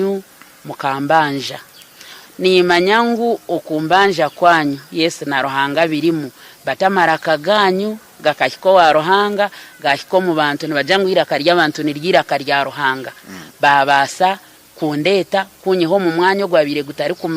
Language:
Nyankole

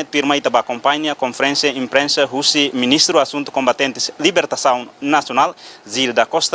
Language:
Tetum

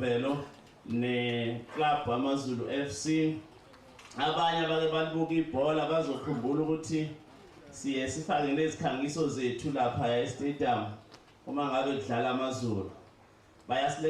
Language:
Zulu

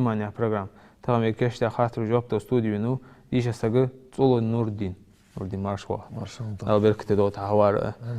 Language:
Ingush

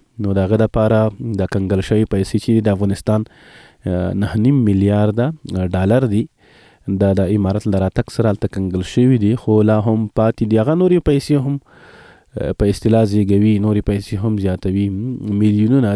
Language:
Pashto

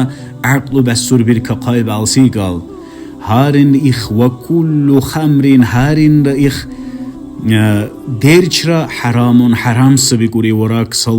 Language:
Dargwa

